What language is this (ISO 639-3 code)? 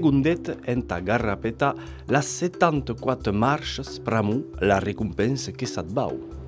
oci